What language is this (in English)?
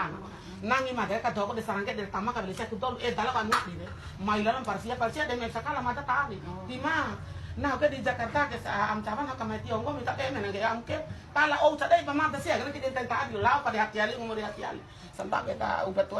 Bima